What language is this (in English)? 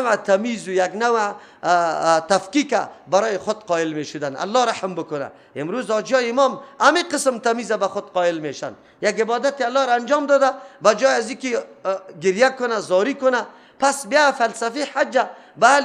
Persian